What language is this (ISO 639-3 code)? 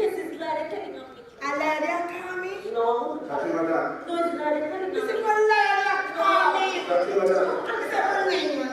jam